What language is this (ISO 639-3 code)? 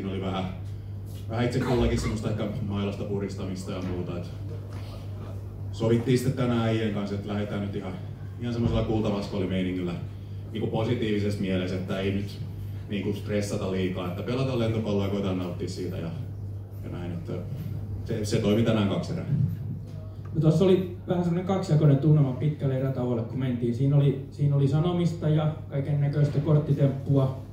fin